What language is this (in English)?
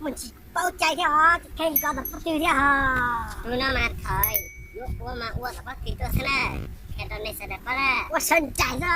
Hmong